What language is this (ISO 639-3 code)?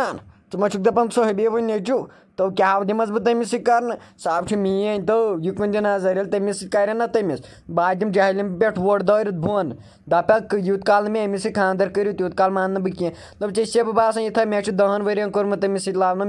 kas